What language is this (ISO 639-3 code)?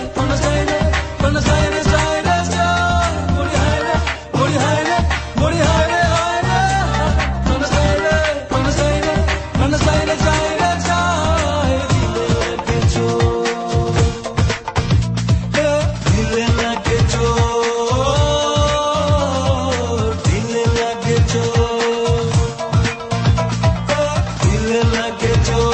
ben